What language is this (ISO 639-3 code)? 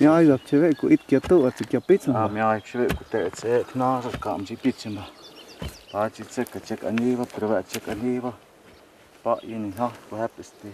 mto